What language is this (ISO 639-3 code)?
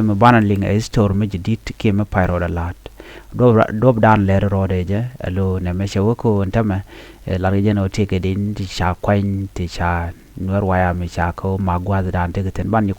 nus